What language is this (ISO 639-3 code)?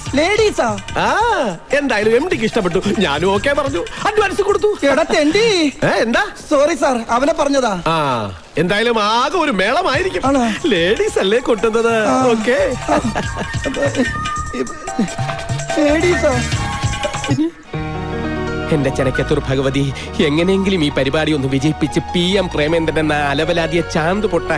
mal